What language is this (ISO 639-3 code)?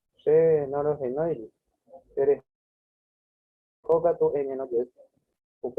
grn